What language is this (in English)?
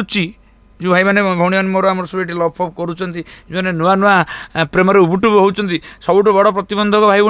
Odia